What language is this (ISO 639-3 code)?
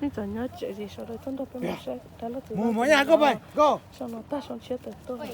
hmn